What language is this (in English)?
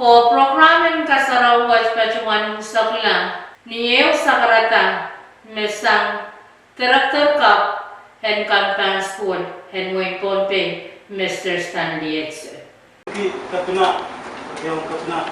Pohnpeian